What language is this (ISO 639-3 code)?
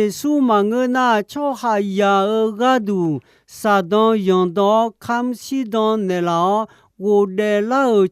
ahk